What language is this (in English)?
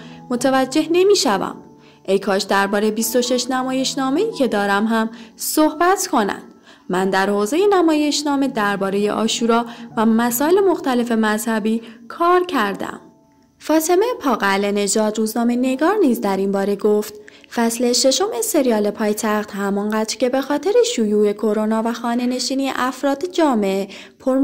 Persian